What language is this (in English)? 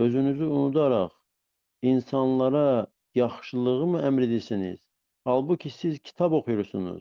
Azerbaijani